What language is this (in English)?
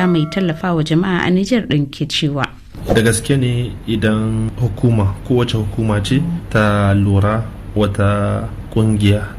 Hausa